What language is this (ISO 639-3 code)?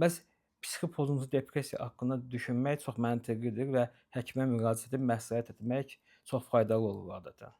aze